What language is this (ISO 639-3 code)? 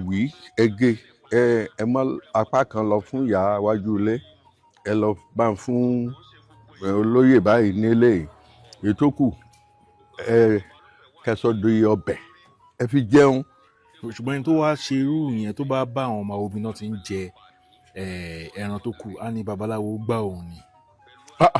yor